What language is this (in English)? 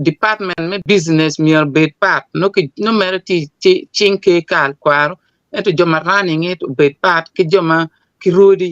Acoli